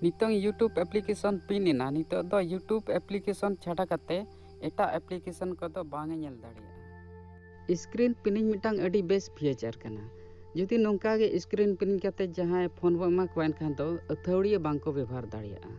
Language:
Santali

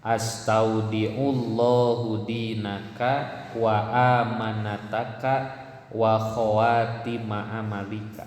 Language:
Sundanese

